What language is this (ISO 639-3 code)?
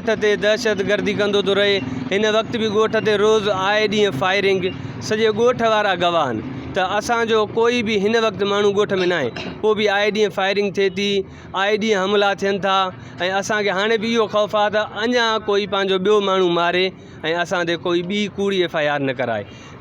snd